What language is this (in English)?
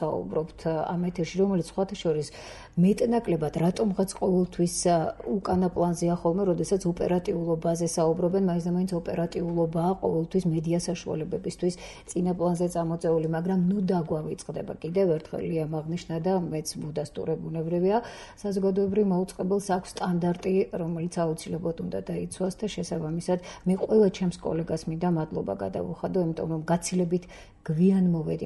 Georgian